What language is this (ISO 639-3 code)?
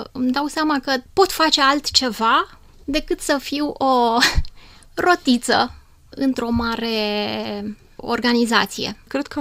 ron